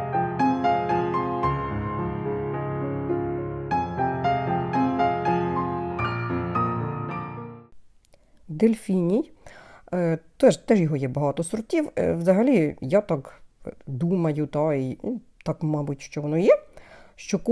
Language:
Ukrainian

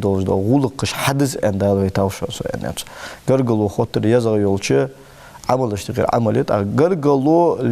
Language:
Ingush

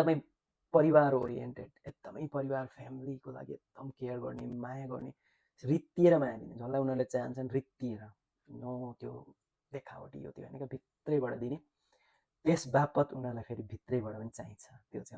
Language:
Nepali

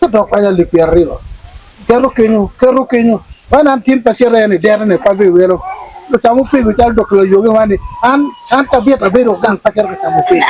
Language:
Acoli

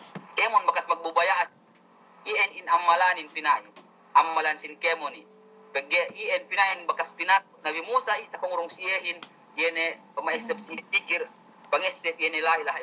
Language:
Yakan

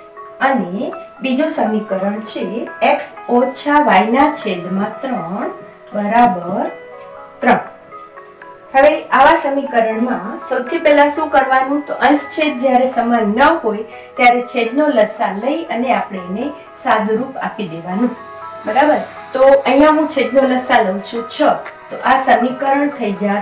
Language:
Gujarati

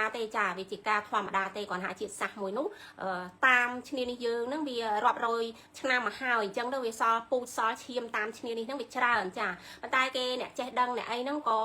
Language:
Khmer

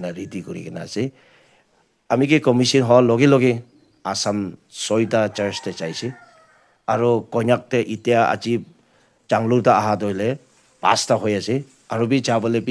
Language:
Naga Pidgin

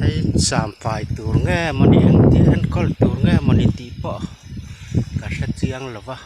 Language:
Mizo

